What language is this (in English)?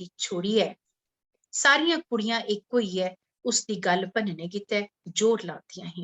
Dogri